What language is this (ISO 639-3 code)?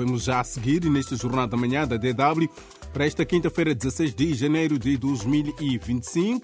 por